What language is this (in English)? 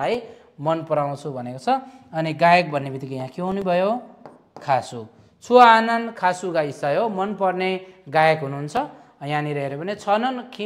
Nepali